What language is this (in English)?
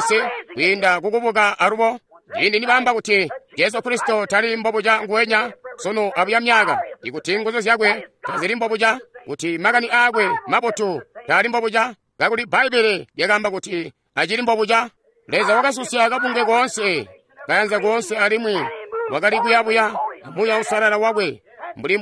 Tonga (Zambia)